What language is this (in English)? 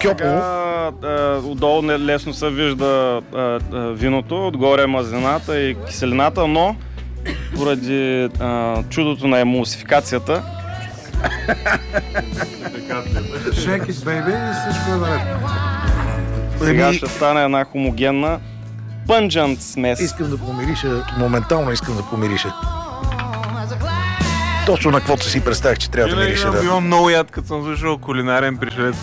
Bulgarian